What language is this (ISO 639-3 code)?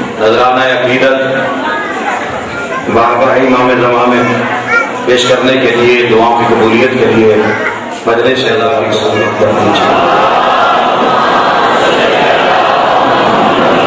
urd